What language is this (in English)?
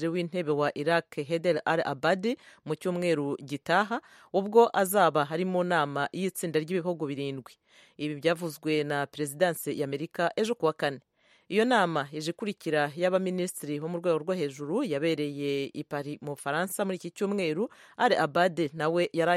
Kinyarwanda